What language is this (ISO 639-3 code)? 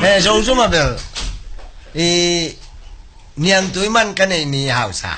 ctd